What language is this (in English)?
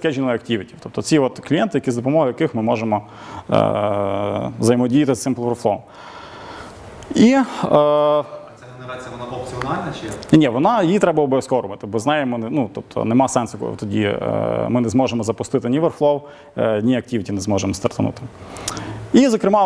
Ukrainian